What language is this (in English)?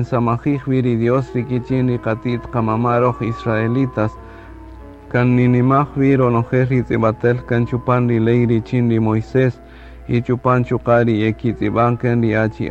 Kaqchikel